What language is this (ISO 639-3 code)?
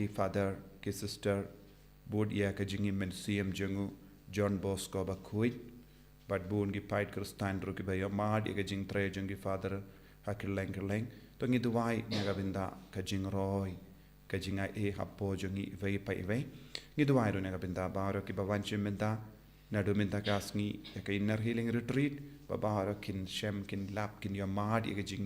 kha